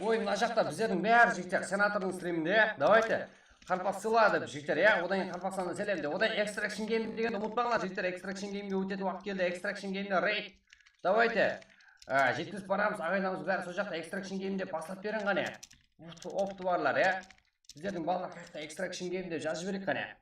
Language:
Kara-Kalpak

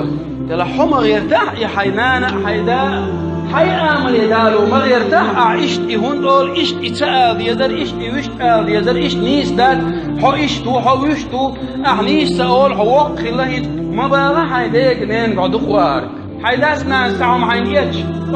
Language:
Chechen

